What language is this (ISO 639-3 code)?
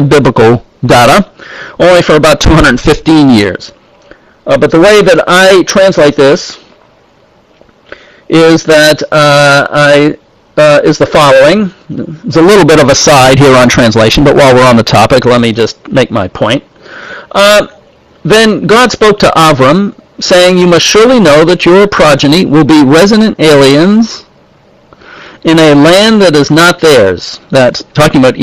eng